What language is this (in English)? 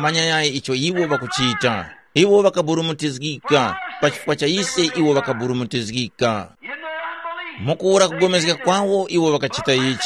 Tumbuka